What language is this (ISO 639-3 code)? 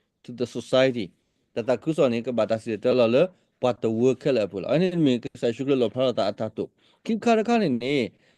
ksw